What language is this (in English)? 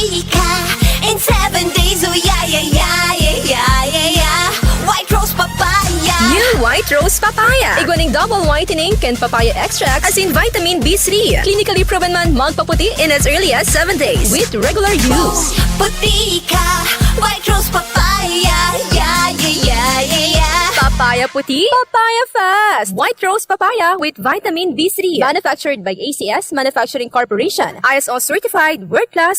Bikol